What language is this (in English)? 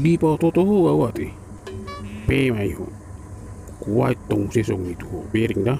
Batak Toba